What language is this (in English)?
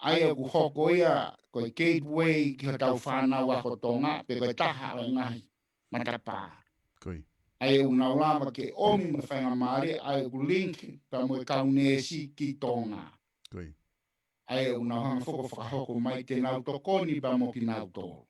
Tongan